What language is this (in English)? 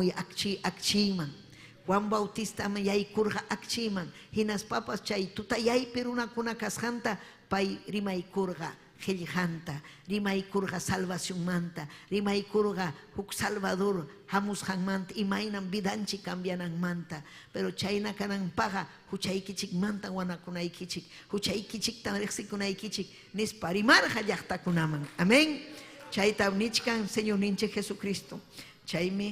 Ayacucho Quechua